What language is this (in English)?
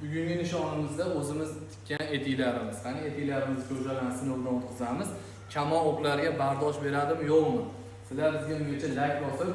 Uzbek